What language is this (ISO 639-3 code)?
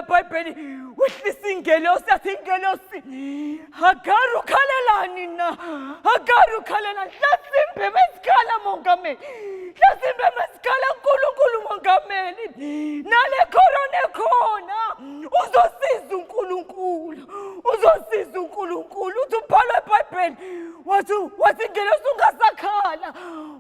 zul